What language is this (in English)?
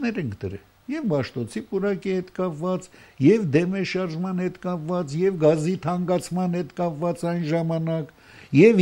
Armenian